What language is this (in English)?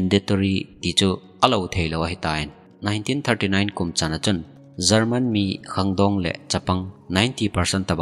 Thado Chin